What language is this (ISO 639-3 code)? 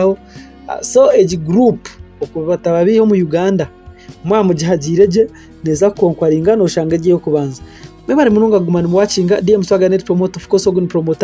nyn